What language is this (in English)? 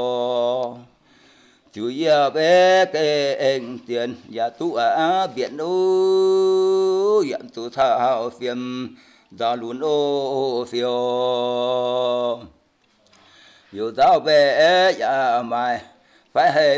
Vietnamese